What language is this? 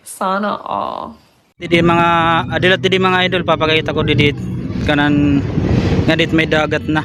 Waray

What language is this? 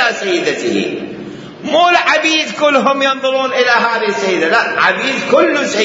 Mesopotamian Arabic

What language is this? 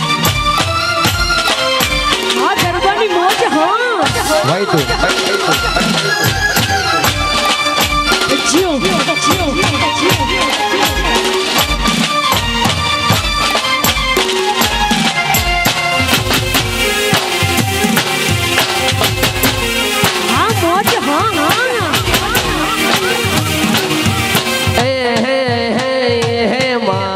Gujarati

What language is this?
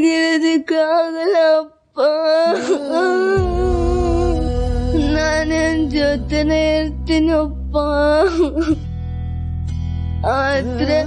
Kannada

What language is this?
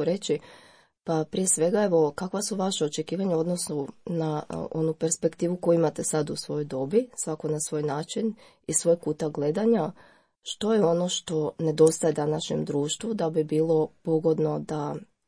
Croatian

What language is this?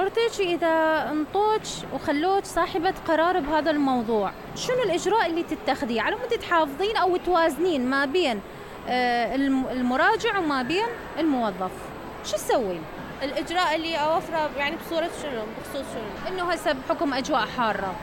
Mesopotamian Arabic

